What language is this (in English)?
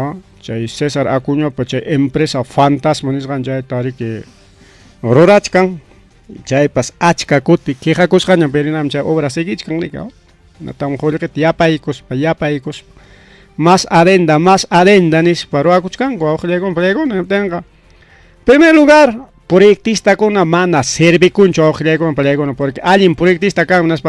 Ayacucho Quechua